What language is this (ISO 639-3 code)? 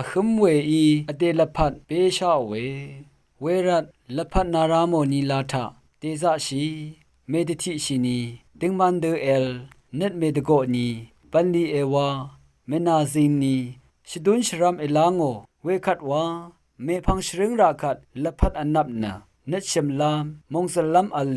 raw